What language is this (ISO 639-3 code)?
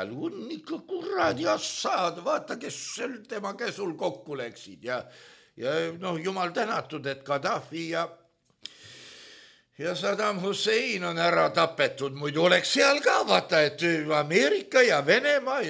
est